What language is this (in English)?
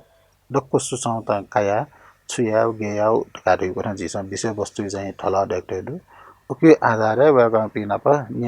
Newari